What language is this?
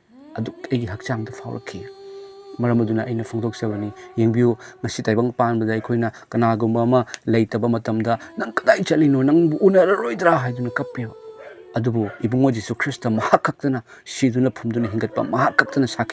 Manipuri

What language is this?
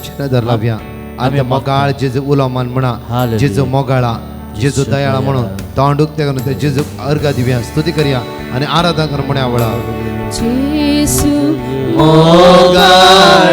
Konkani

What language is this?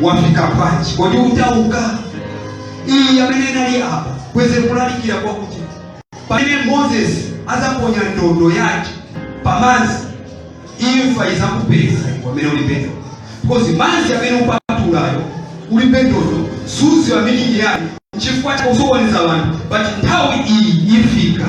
Nyanja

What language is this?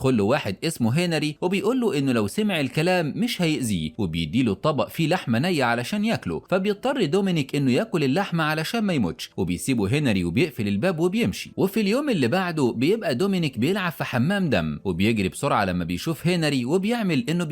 Egyptian Arabic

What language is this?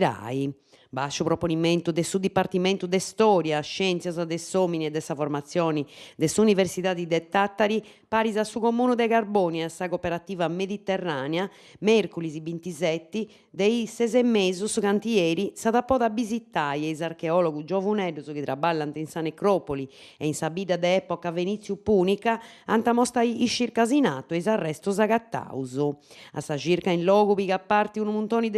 Sardinian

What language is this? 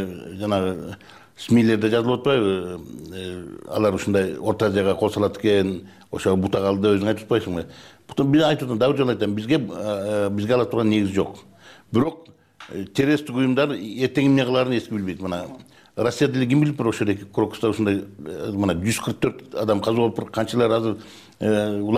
Kyrgyz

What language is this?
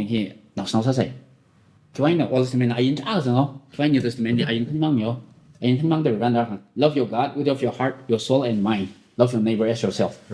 Tangkhul Naga (India)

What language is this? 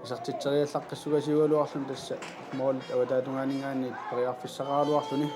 Kalaallisut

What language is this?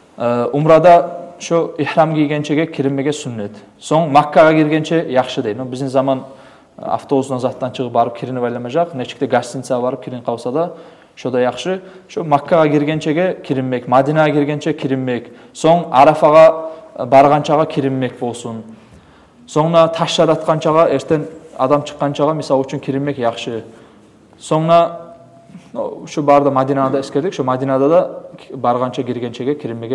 Kumyk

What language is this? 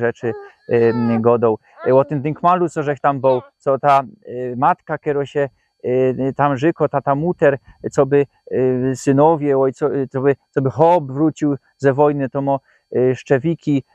Silesian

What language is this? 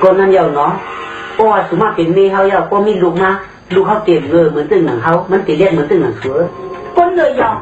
Shan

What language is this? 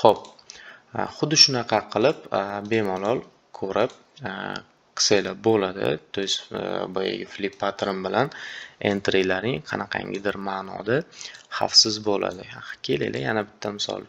Uzbek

